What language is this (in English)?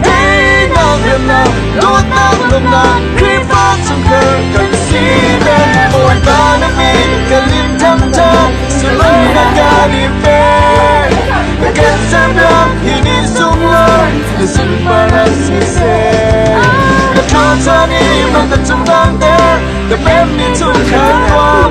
Hakha Chin